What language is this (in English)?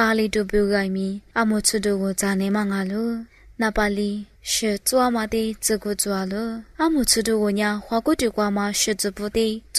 Lisu